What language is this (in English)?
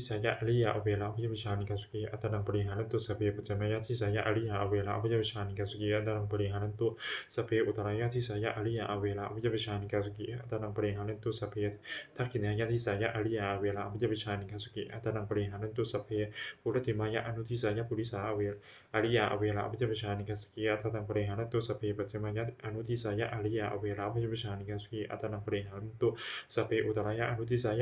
Pali